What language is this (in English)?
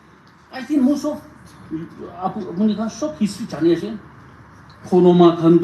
Naga Pidgin